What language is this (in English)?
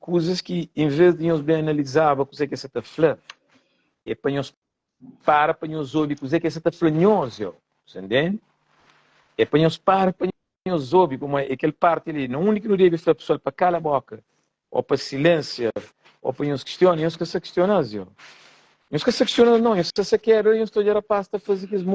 Kabuverdianu